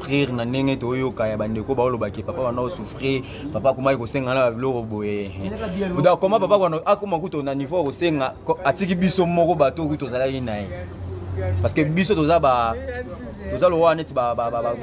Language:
Lingala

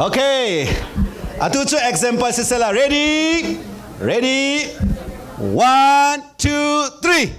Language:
Falam Chin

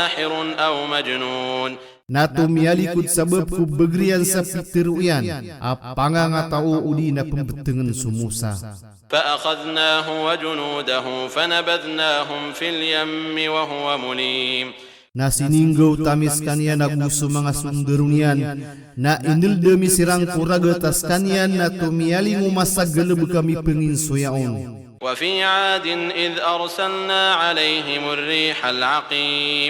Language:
Maranao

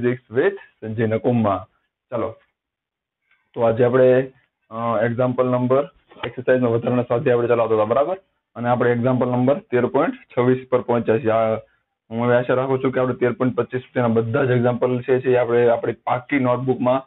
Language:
Gujarati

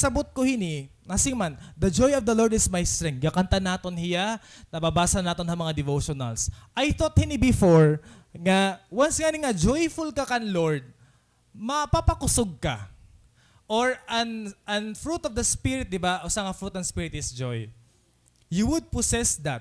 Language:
Waray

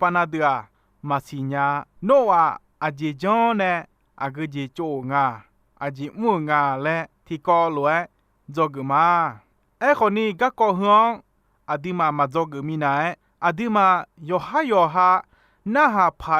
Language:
Akha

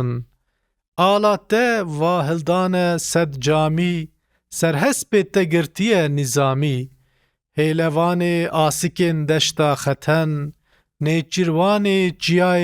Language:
Kurdish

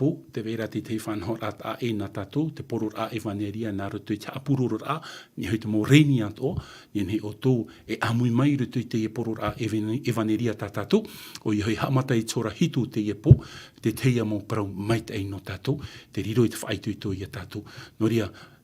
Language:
Tahitian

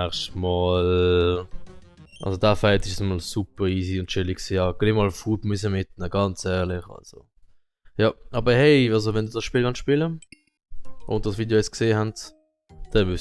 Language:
Swiss German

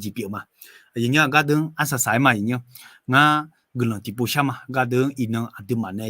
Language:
Akha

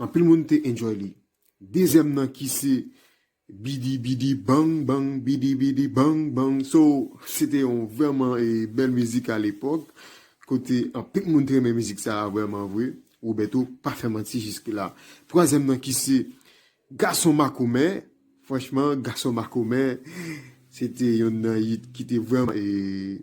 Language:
Haitian Creole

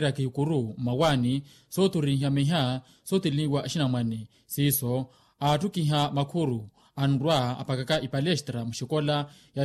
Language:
Makhuwa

